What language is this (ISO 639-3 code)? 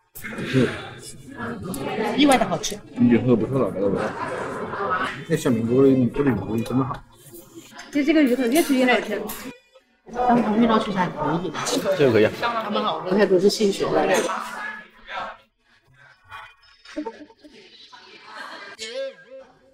zho